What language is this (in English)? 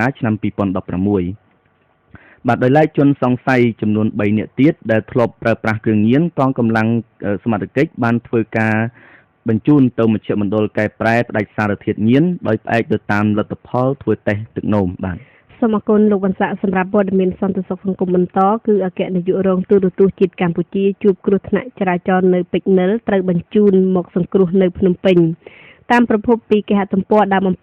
Khmer